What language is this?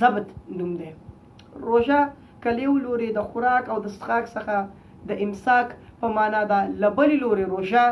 Pashto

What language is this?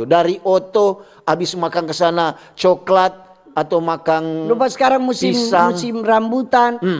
Manado Malay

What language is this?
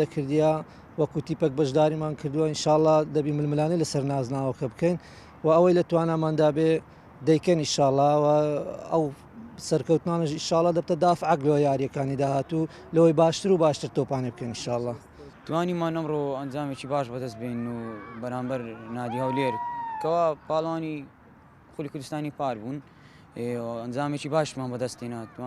Central Kurdish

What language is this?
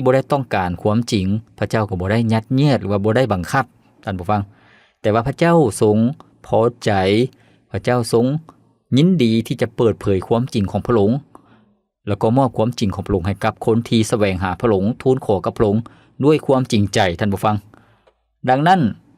Lao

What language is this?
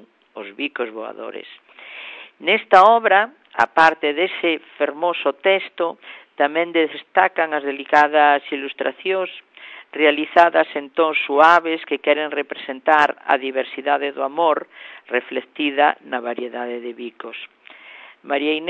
Galician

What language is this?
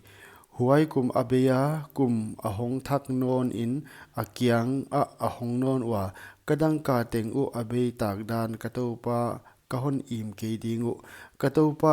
Paite Chin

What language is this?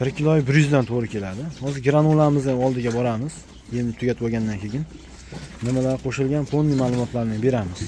Uzbek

